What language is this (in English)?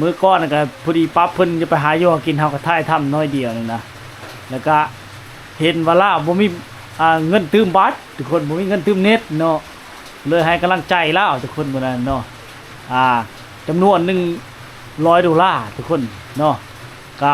Lao